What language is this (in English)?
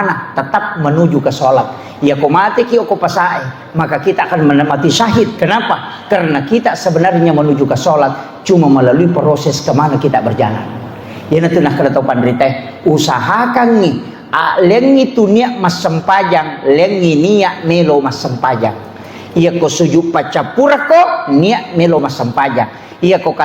Buginese